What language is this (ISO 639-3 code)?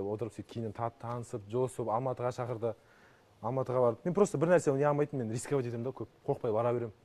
kaz